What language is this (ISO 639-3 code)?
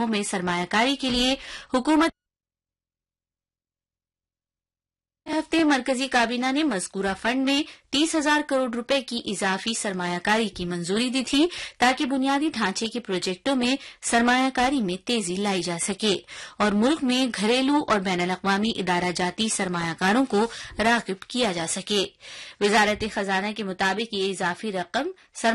urd